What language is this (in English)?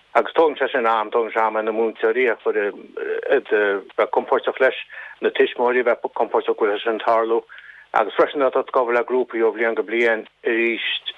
Irish